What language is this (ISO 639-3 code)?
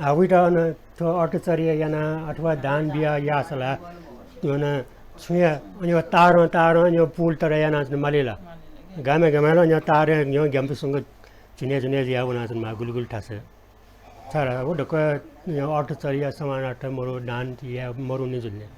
new